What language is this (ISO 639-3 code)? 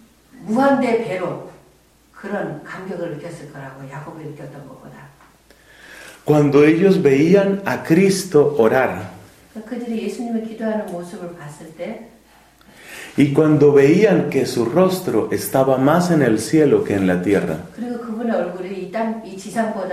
kor